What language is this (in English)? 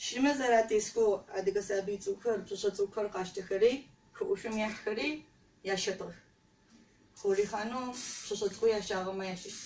Adyghe